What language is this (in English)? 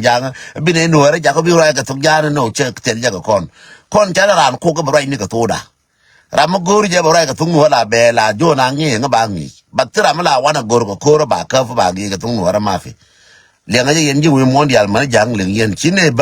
Nuer